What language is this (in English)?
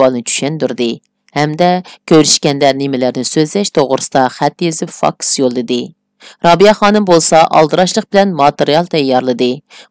Uyghur